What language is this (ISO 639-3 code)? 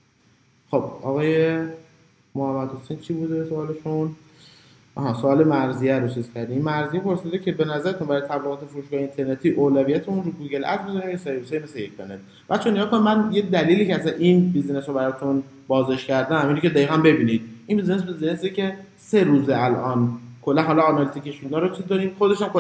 fas